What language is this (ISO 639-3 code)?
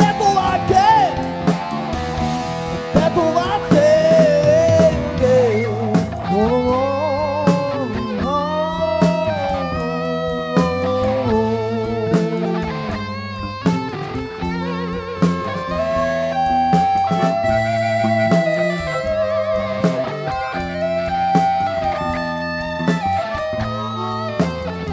hun